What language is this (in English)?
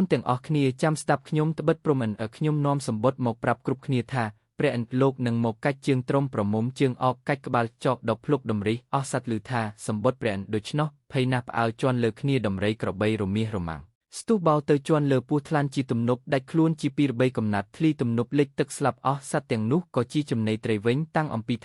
Khmer